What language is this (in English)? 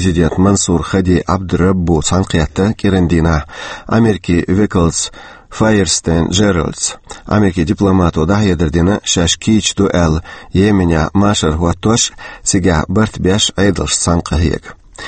Chechen